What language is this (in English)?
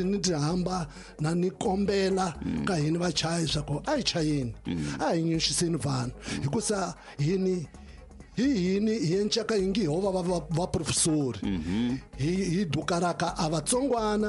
Tsonga